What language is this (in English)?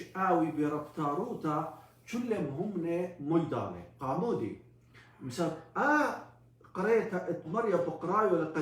Assyrian Neo-Aramaic